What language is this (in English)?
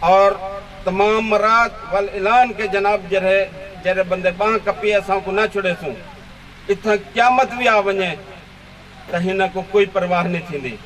Saraiki